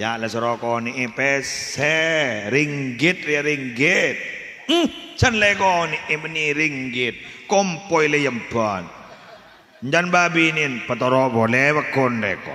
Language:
Madurese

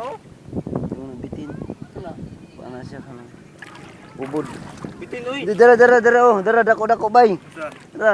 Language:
Cebuano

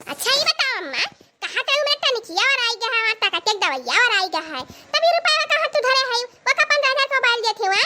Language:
Awadhi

